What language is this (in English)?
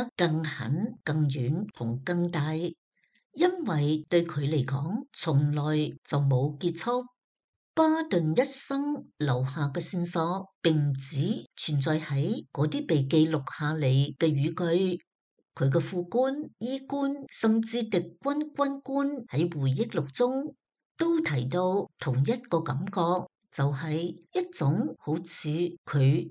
Cantonese